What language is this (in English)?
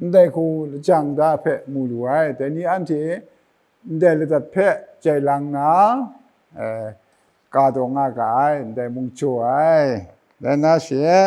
Kachin